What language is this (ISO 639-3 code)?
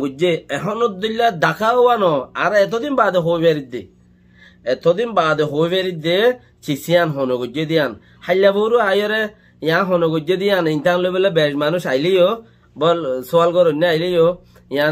rhg